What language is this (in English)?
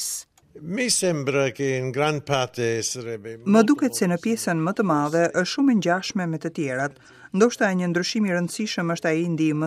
Albanian